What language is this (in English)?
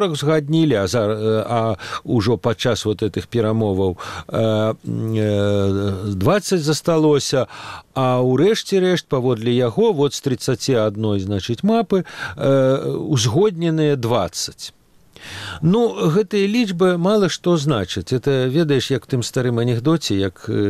Belarusian